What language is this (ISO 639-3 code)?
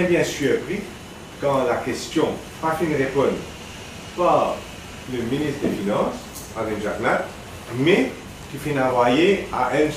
mfe